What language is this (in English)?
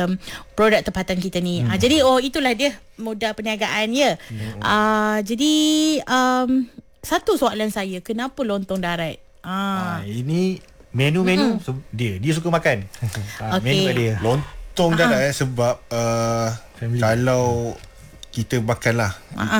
Malay